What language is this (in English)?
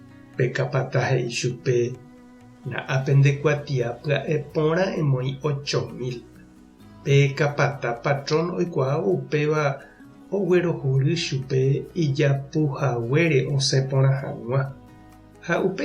Guarani